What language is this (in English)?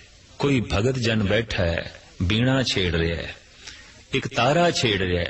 Punjabi